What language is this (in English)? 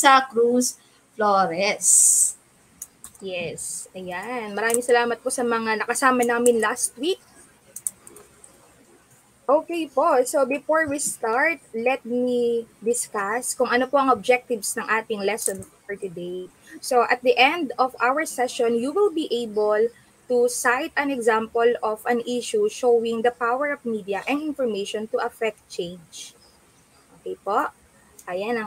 Filipino